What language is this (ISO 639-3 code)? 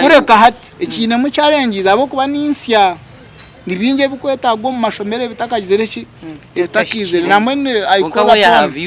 nyn